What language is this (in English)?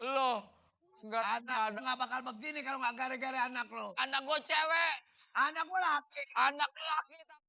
Betawi